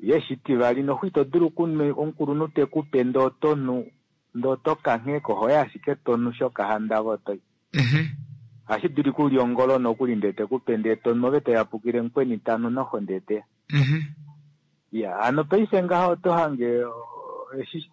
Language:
Kuanyama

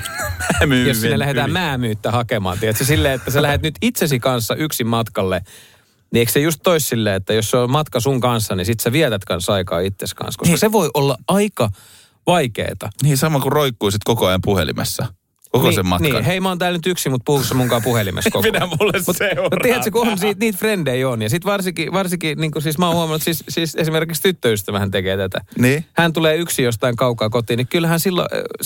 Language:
Finnish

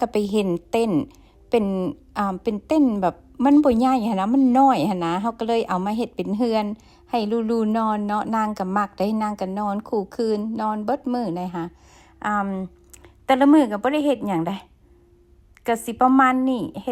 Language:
Lao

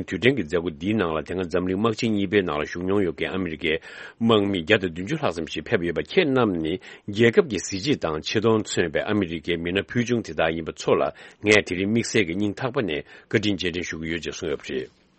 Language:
Tibetan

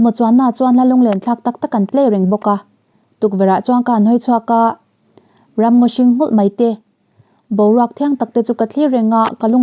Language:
Mizo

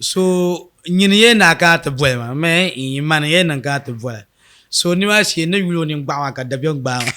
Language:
Dagbani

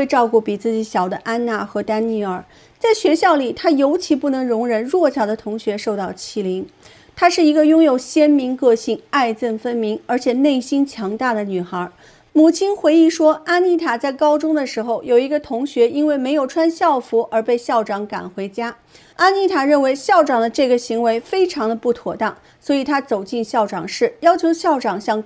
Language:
Chinese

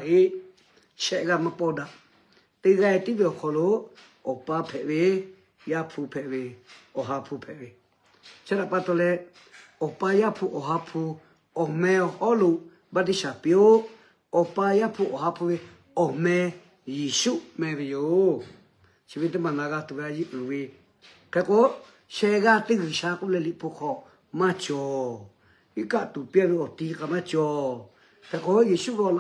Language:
Lahu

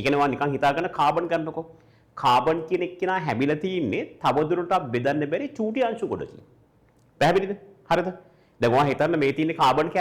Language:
Sinhala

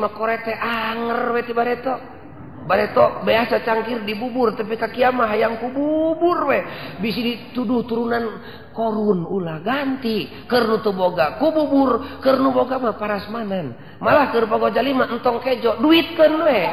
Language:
Sundanese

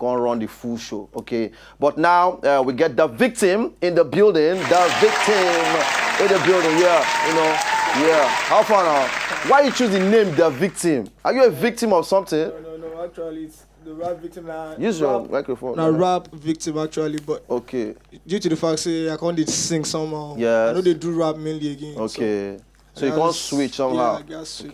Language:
Nigerian Pidgin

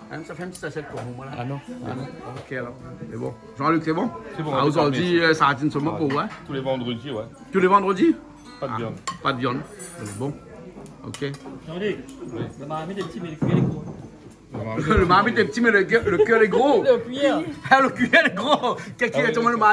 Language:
Réunion Creole French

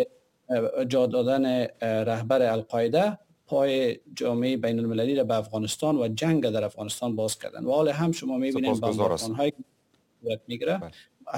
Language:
Persian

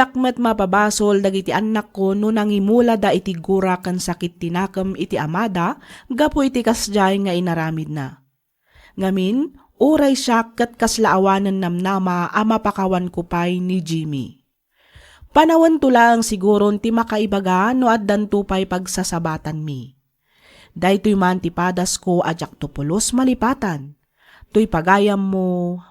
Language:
Iloko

